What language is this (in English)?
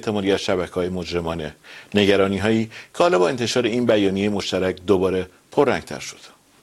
Persian